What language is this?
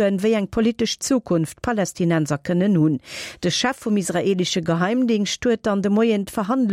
Luxembourgish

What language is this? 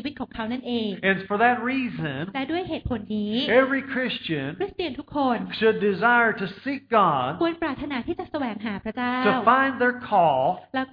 Thai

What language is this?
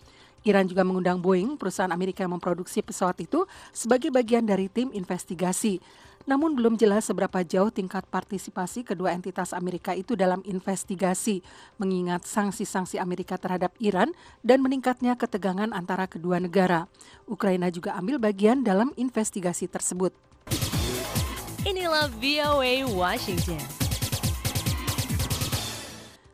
Indonesian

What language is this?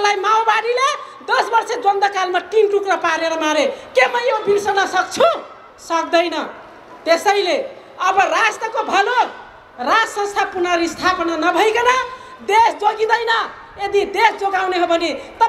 Nepali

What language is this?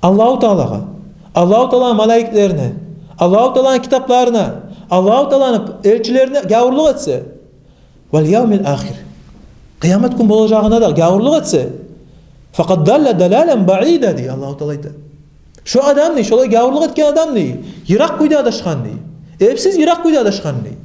Kumyk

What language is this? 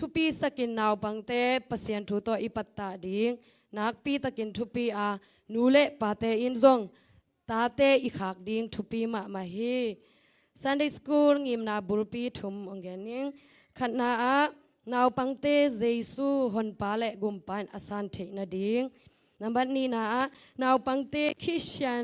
Tedim Chin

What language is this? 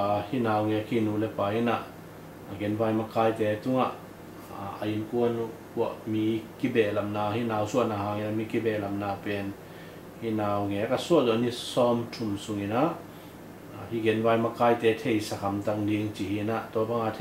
Tedim Chin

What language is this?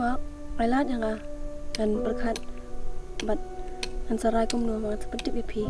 Khasi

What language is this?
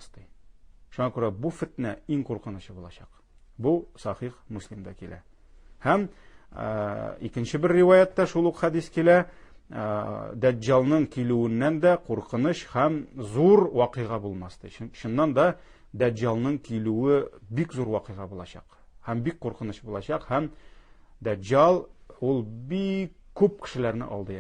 Tatar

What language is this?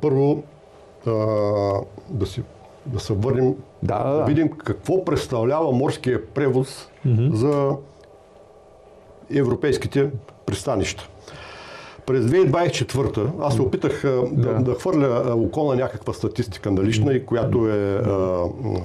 Bulgarian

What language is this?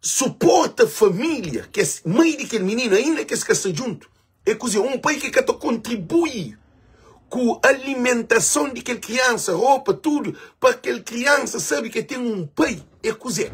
Kabuverdianu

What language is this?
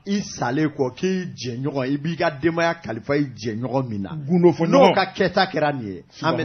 Bambara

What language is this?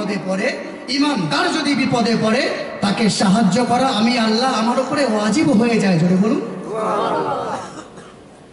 Bangla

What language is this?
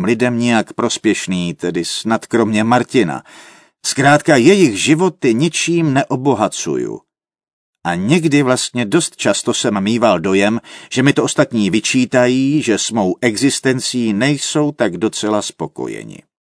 Czech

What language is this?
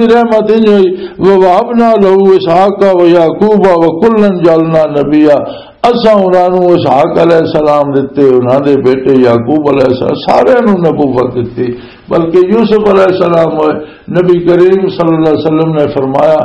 Western Panjabi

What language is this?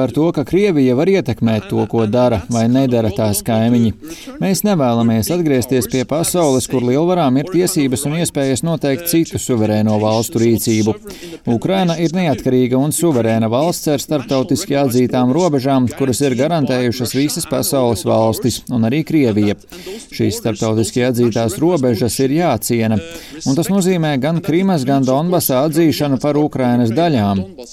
Latvian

